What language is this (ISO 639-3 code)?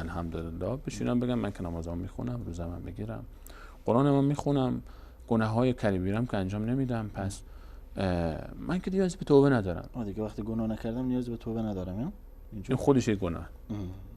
fas